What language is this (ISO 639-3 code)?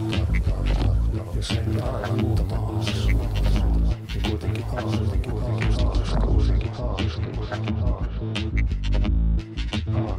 fin